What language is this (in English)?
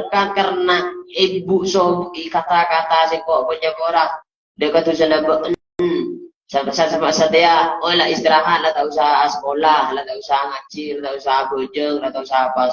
Madurese